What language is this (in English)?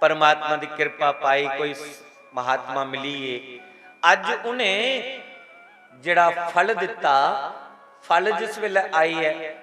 Dogri